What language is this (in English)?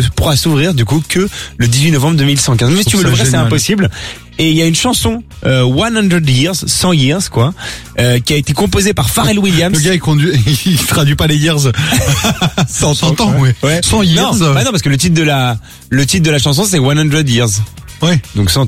French